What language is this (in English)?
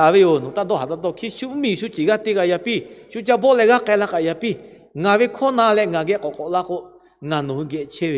Lahu